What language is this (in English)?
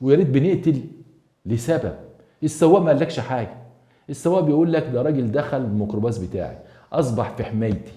Egyptian Arabic